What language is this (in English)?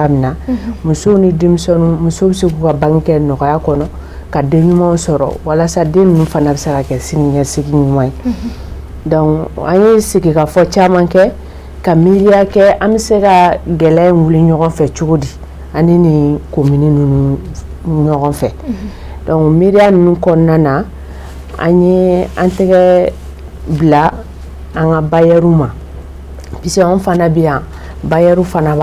Bambara